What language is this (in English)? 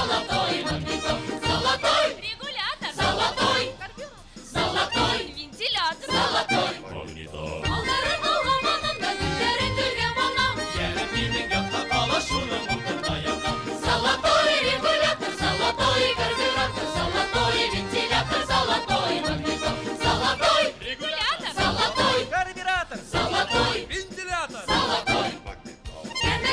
Bashkir